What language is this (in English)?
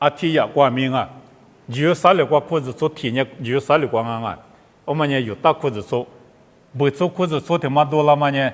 Lisu